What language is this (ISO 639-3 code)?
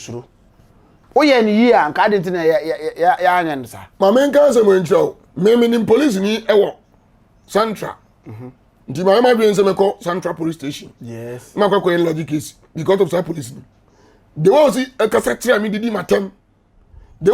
aka